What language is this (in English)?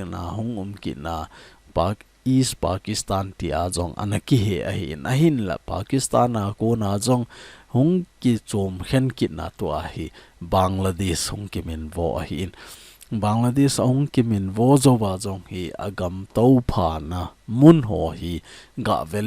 Thado Chin